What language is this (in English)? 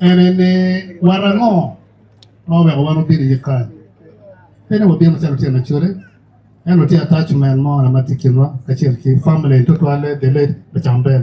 Acoli